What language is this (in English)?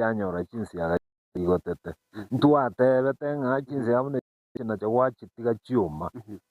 Gusii